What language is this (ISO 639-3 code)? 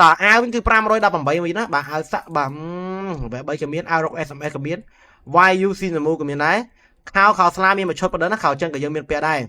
khm